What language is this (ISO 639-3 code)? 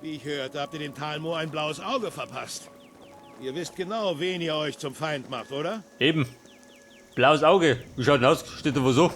bar